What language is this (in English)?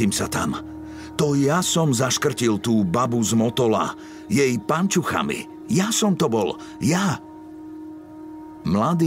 Slovak